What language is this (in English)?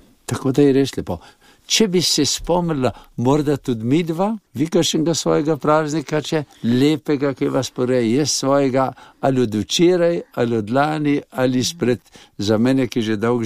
Slovenian